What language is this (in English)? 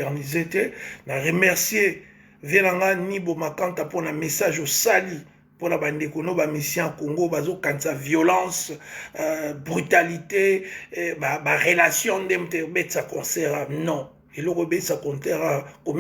Lingala